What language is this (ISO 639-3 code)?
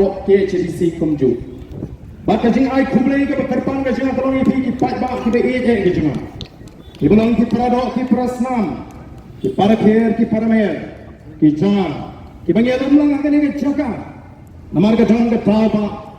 kha